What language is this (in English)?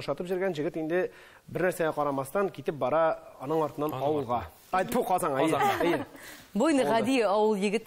Tatar